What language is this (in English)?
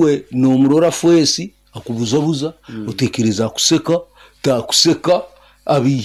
Nyoro